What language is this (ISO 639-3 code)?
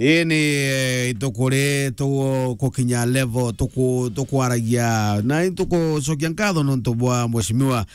mer